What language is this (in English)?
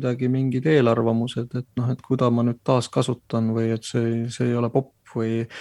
Estonian